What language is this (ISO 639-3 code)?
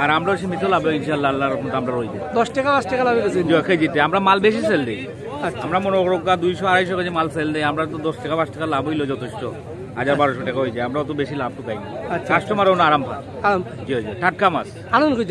syl